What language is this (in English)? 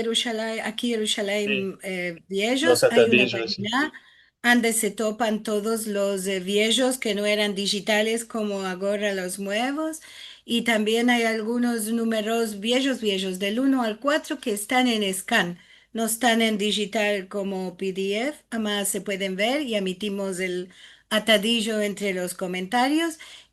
Ladino